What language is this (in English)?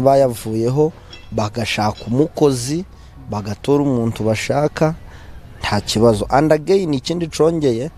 Nyankole